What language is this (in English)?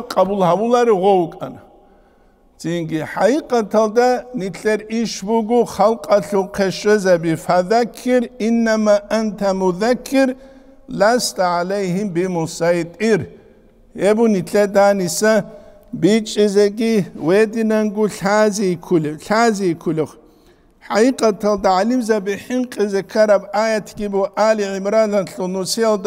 Avaric